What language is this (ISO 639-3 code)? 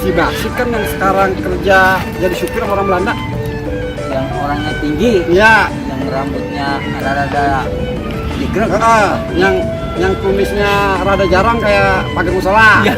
bew